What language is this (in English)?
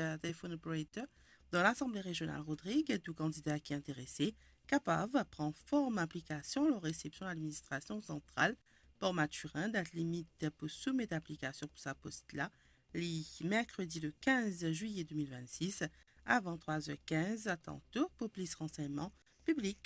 Morisyen